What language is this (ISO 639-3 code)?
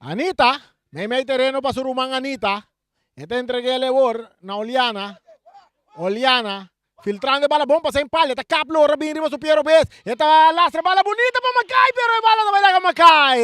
pap